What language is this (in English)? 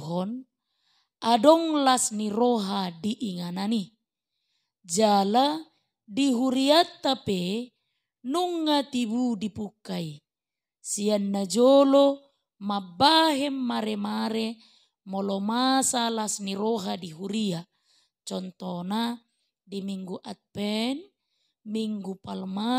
Batak Toba